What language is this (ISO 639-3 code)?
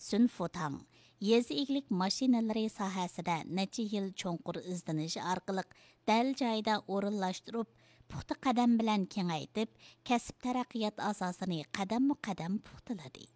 uig